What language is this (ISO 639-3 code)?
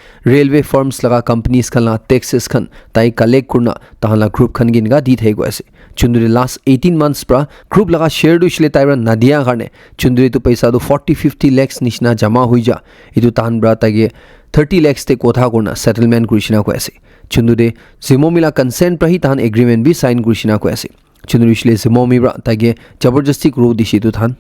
nag